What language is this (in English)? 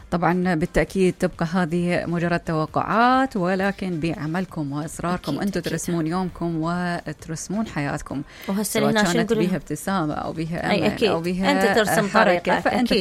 Mesopotamian Arabic